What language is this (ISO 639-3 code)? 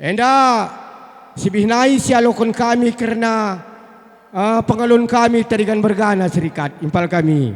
btx